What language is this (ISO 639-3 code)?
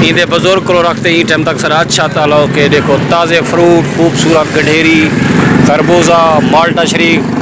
skr